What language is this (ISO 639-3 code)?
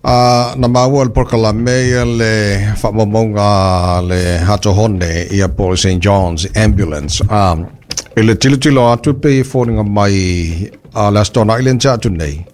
smo